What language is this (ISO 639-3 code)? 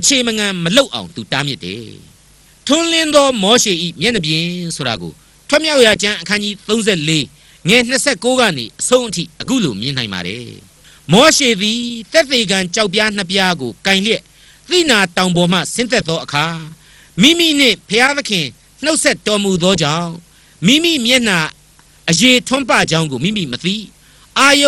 mya